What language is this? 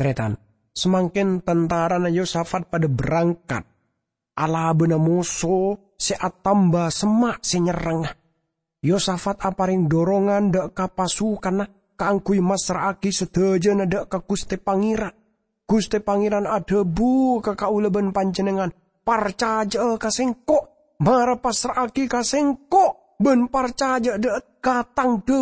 Madurese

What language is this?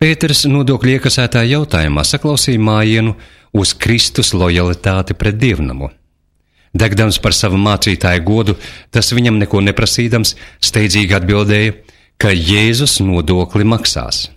Latvian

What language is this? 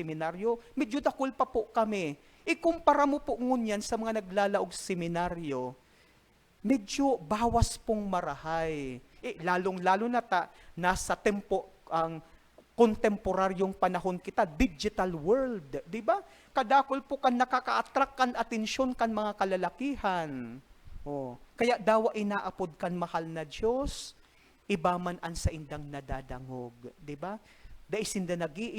Bikol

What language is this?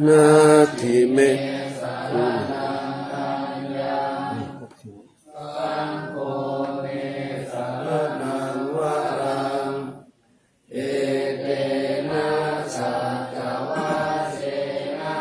Pali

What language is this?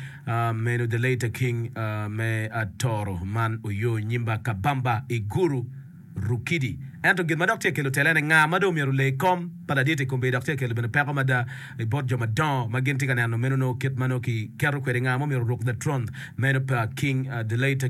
Acoli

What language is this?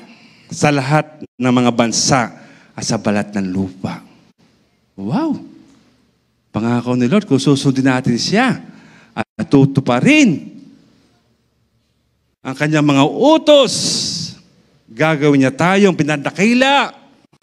Filipino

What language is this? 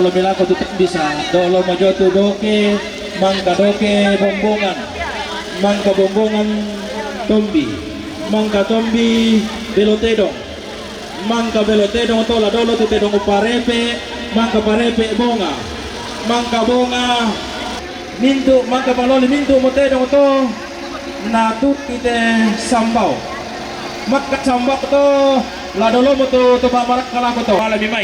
Toraja-Sa'dan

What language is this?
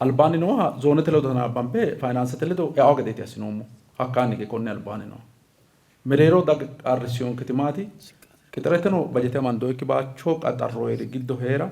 Sidamo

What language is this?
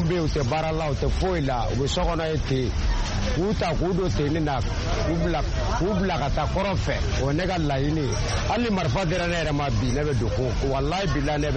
Bambara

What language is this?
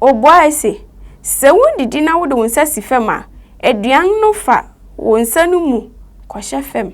Akan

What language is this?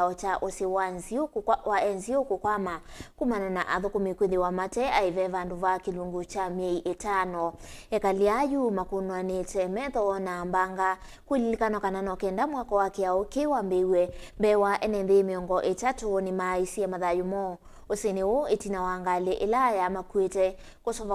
Kamba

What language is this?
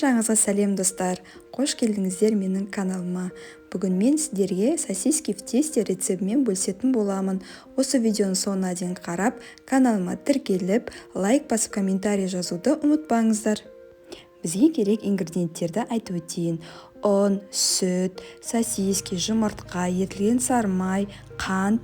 Kazakh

